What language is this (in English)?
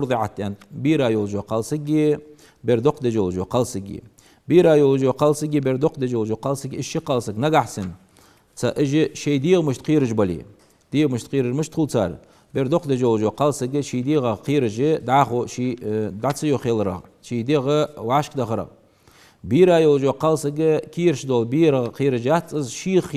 Ingush